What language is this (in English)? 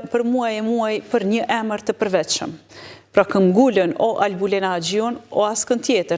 Albanian